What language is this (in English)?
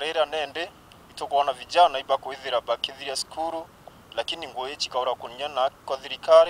Meru